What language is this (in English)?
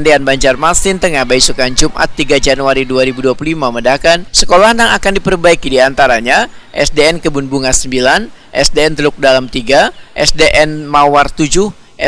Banjar